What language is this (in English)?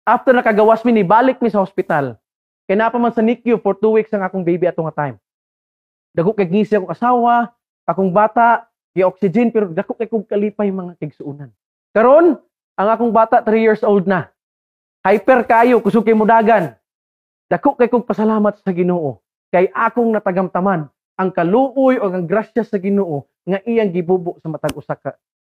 Cebuano